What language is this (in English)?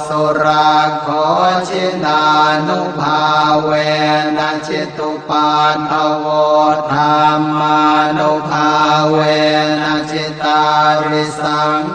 Pali